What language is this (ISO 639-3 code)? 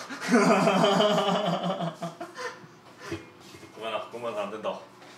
kor